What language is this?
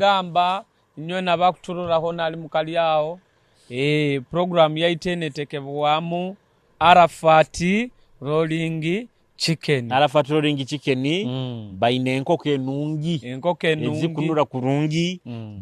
Nyoro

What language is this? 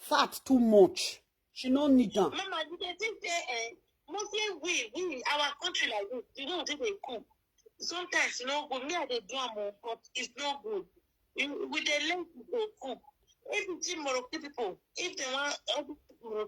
Nigerian Pidgin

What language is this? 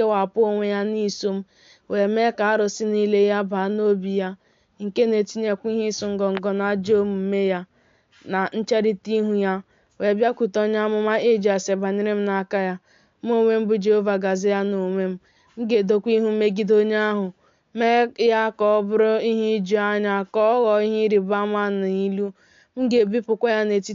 Igbo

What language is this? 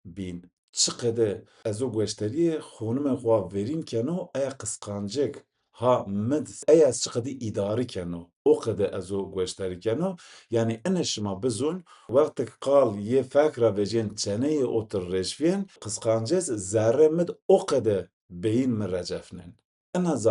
Zaza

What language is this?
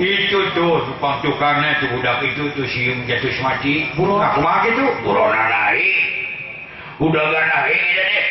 Sundanese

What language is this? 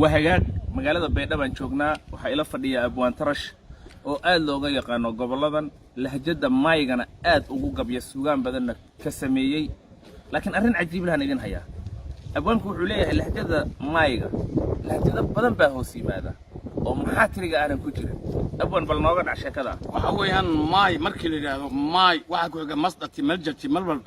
Somali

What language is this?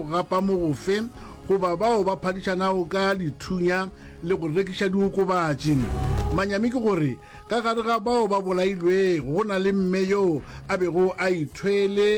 Northern Sotho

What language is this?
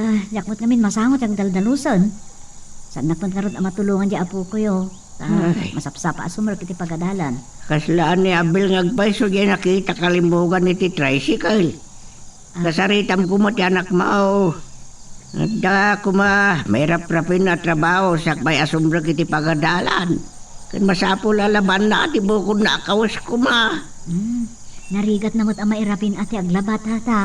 Iloko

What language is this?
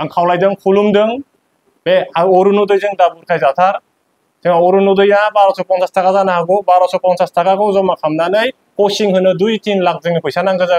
Bodo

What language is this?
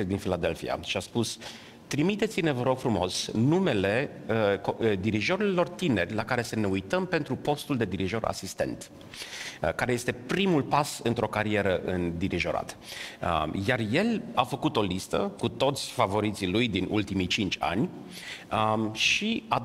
Romanian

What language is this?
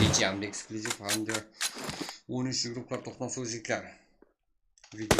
Kara-Kalpak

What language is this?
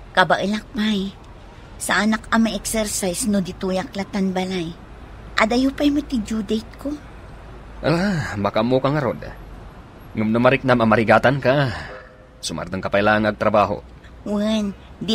Iloko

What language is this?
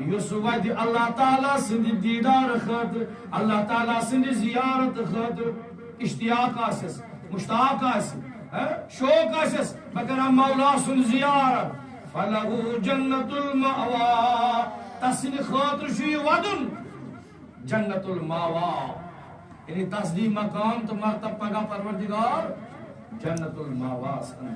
Kashmiri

